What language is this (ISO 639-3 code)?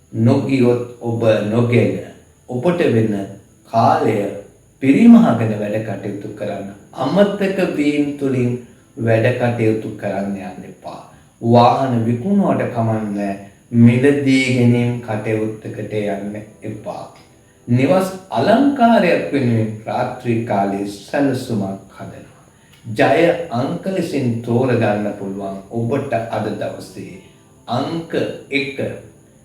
sin